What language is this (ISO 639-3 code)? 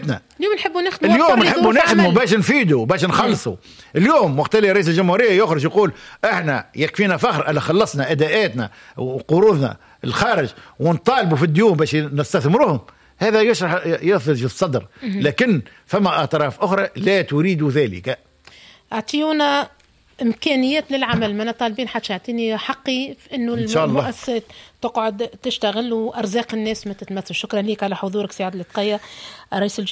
aeb